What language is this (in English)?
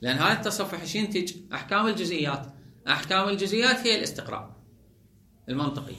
Mesopotamian Arabic